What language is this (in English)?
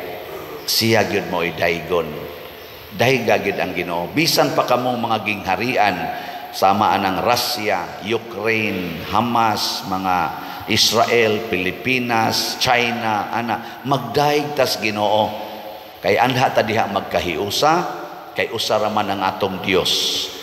Cebuano